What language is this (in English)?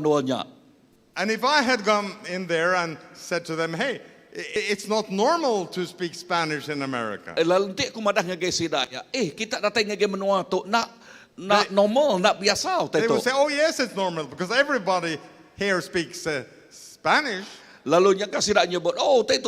Iban